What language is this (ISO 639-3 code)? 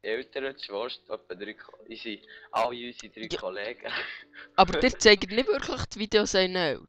gsw